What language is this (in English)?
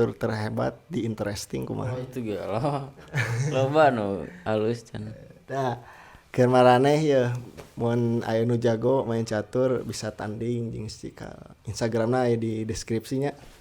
Sundanese